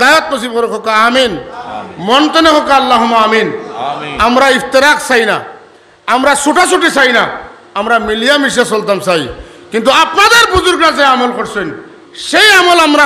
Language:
Sylheti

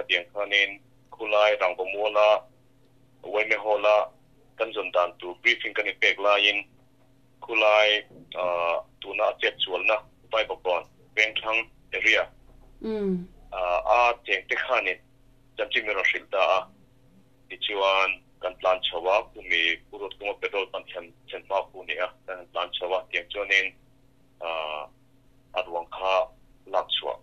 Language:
Mizo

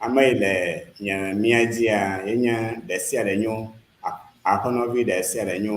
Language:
Ewe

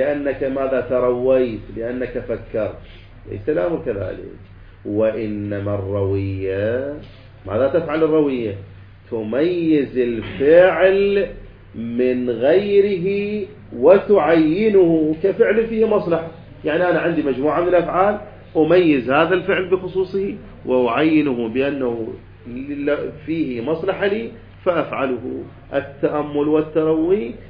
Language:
Arabic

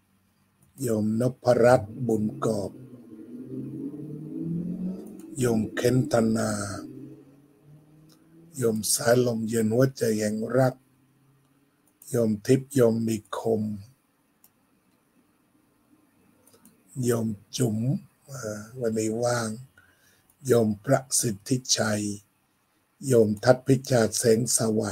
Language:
Thai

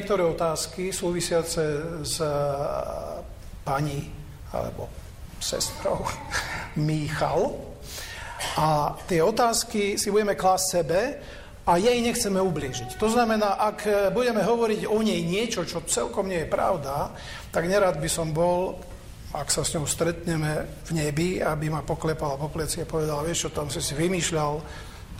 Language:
Slovak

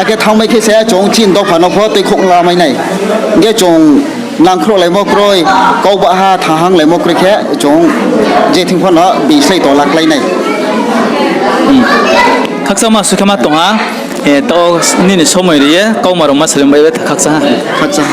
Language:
Riang (India)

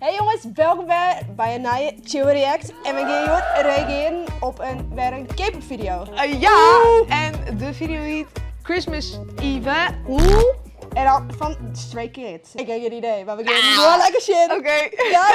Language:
Western Frisian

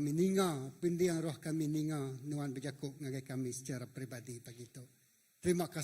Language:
Iban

